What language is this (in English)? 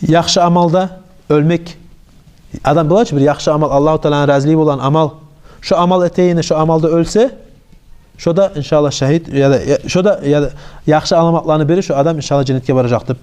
Kumyk